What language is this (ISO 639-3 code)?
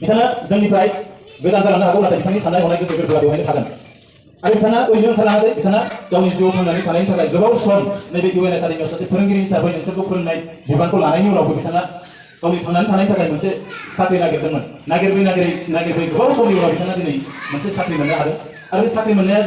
brx